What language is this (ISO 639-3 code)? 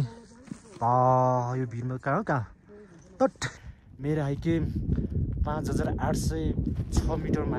nep